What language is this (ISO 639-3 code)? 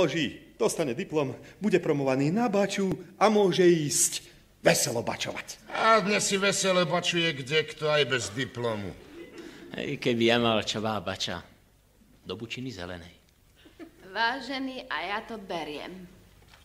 slk